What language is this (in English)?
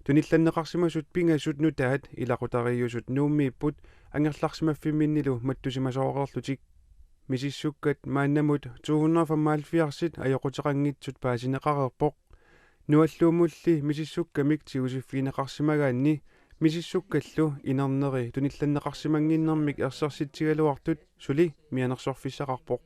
Kalaallisut